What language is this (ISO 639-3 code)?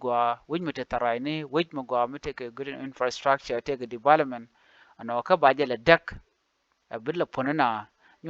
nus